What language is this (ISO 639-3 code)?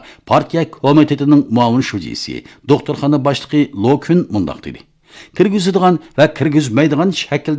uig